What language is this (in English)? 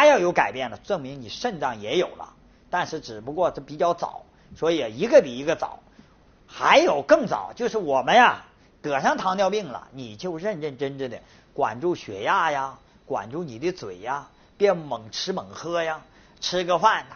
Chinese